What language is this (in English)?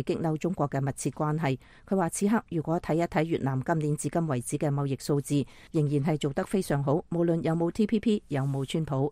Cantonese